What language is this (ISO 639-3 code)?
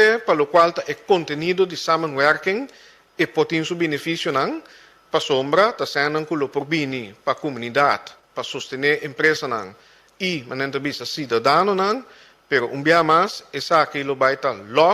pap